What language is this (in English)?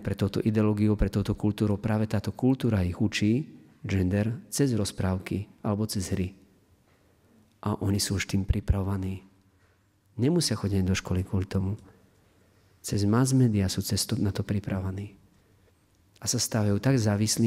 Slovak